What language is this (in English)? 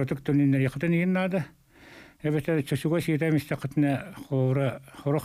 Yakut